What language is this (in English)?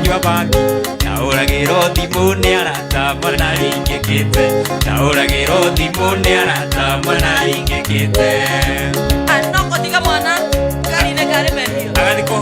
Kikuyu